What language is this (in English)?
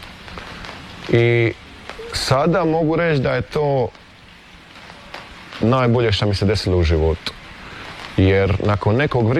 Croatian